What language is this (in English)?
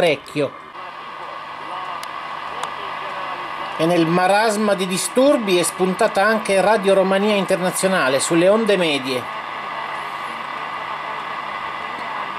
Italian